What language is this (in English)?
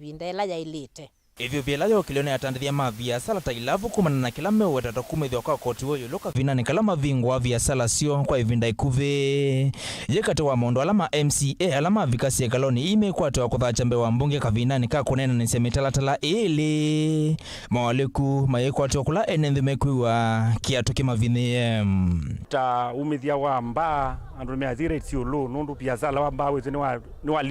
Kamba